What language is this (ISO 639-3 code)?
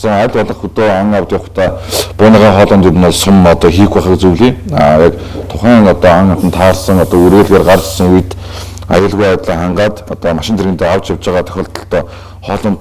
mon